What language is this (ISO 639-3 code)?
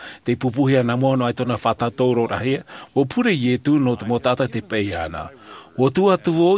tah